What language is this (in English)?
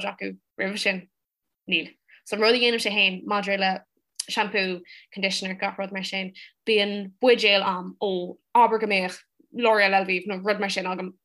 Irish